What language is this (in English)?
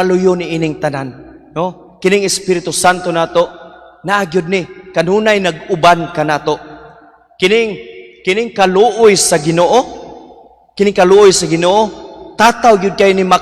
Cebuano